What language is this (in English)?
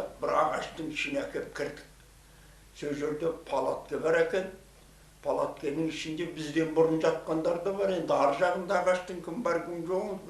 Kazakh